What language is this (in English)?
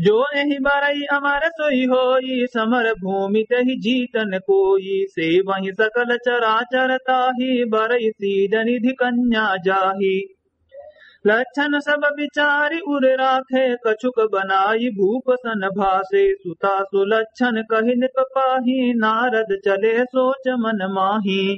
Awadhi